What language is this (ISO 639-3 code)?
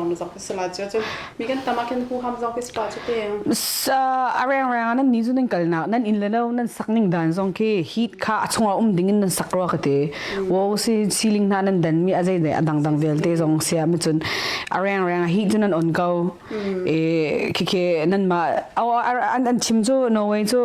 cnh